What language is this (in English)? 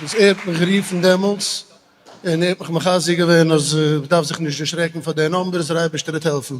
Yiddish